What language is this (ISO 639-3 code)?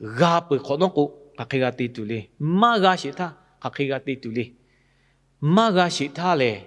lhu